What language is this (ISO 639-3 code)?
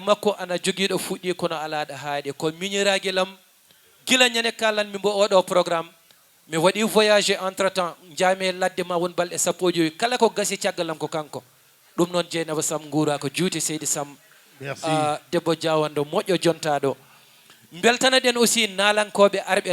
ful